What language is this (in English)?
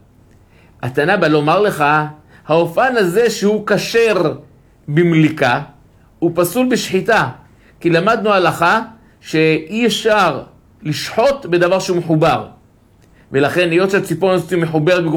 Hebrew